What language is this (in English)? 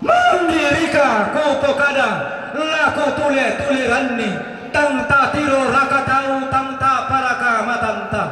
Toraja-Sa'dan